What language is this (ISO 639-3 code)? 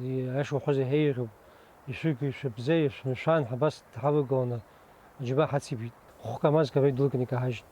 abk